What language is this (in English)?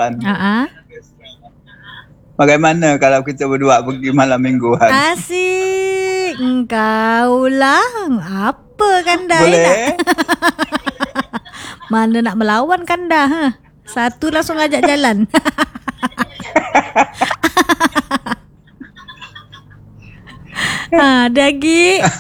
Malay